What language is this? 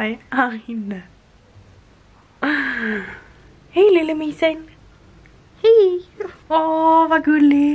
Swedish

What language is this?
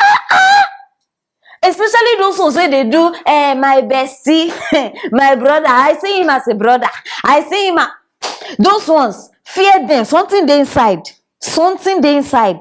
Nigerian Pidgin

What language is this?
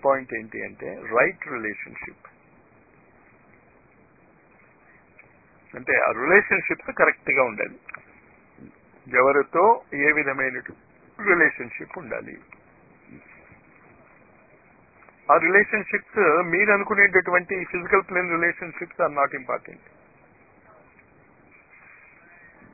Telugu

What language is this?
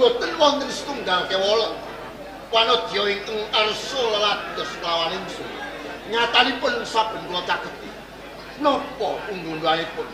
Javanese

